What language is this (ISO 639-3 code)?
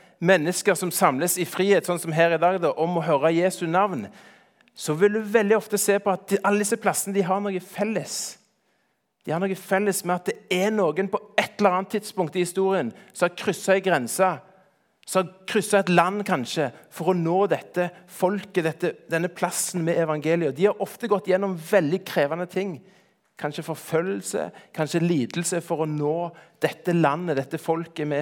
nor